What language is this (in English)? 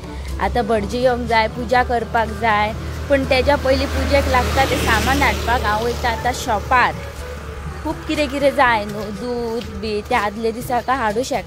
Konkani